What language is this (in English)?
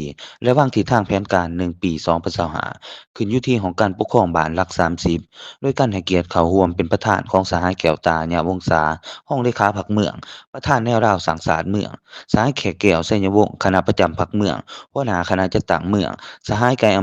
Lao